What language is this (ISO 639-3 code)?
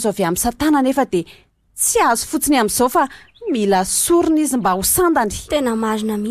mlg